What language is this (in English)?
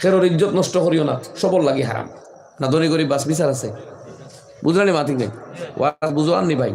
Sylheti